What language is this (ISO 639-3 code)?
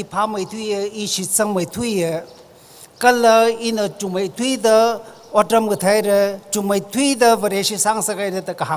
nmf